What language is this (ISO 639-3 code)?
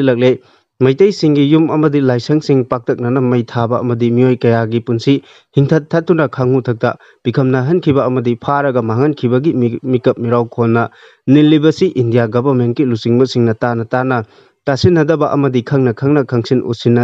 mni